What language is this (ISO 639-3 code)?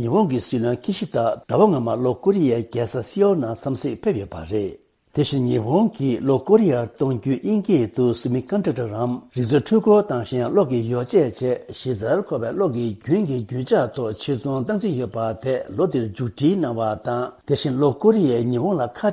bod